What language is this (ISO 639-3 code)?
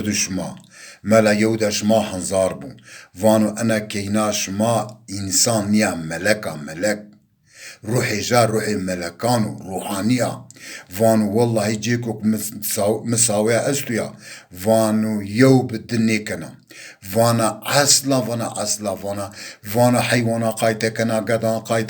zza